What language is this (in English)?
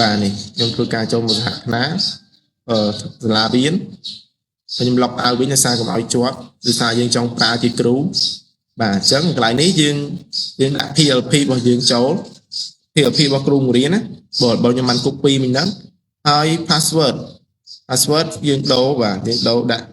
Khmer